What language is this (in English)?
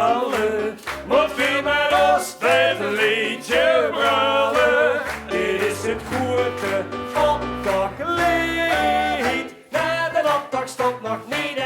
Limburgish